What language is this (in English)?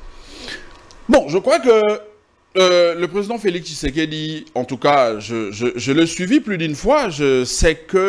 French